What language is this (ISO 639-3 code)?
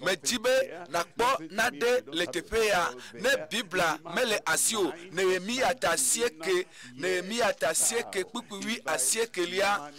ewe